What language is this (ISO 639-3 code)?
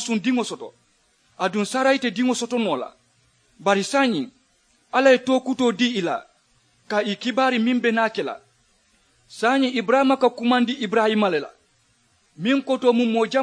man